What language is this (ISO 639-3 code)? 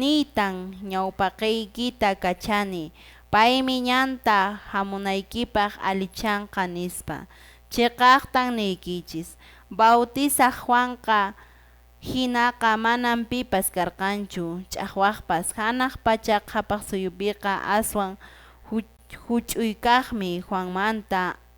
que